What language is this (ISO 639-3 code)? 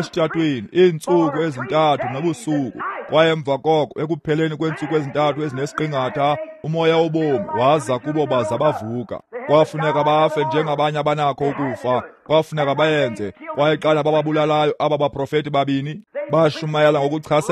xho